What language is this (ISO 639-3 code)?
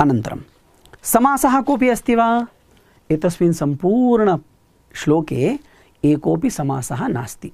san